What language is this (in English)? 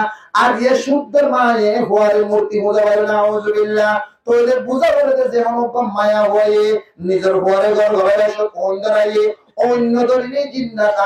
Rohingya